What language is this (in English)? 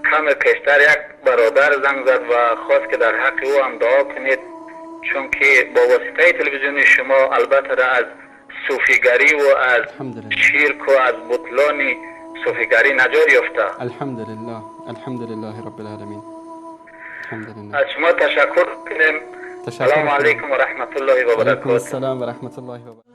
Tajik